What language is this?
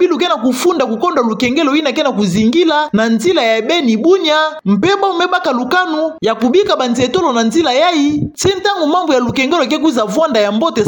Kituba (Democratic Republic of Congo)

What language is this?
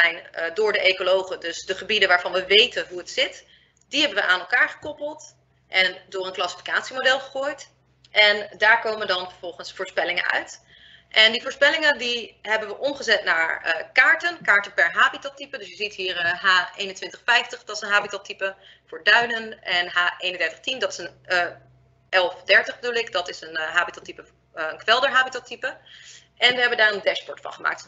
Dutch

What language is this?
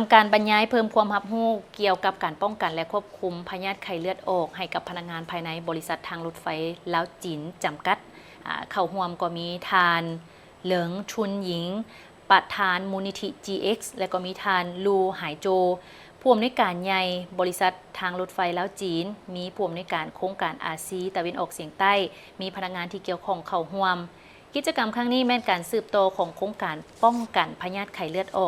Lao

